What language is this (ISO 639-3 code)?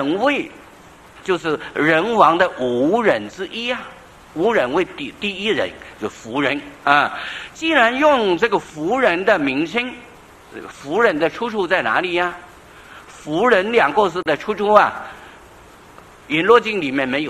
zho